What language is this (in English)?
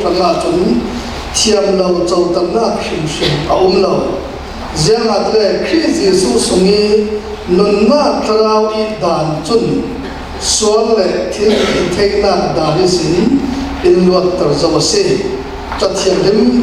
Falam Chin